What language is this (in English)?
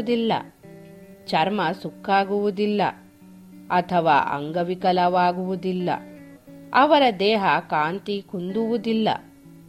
Kannada